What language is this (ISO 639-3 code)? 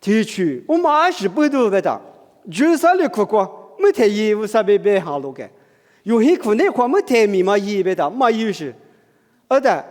lis